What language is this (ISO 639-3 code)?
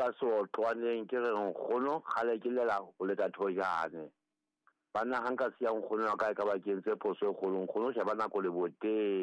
sot